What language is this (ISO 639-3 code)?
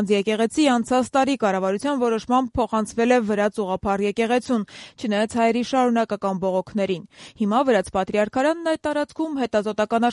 hye